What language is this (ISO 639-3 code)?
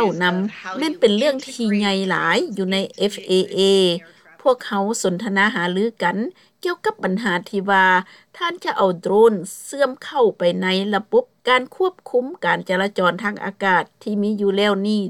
lao